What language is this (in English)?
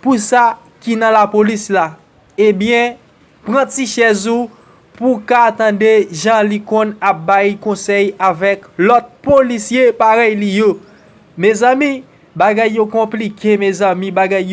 Haitian Creole